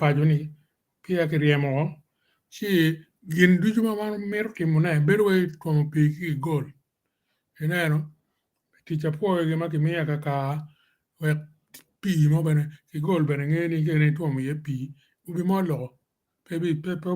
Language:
Acoli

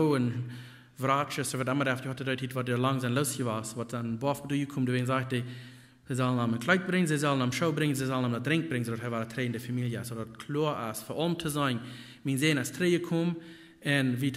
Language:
Plautdietsch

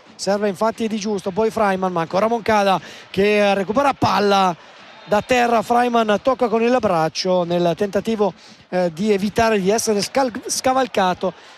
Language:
Italian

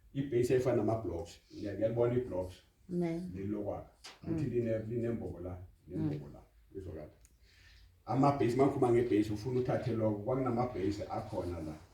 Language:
Zulu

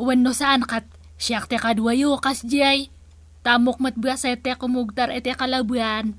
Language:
Iloko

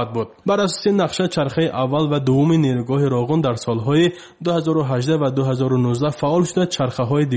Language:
Persian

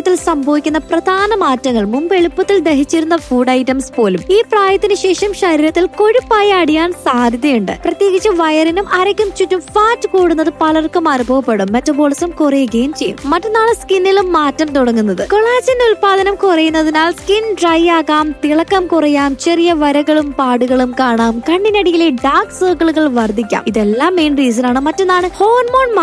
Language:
Malayalam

